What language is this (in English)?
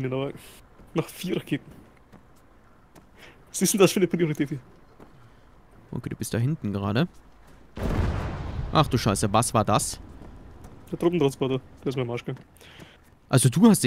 German